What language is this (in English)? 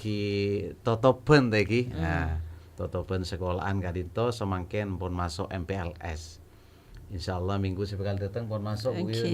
Madurese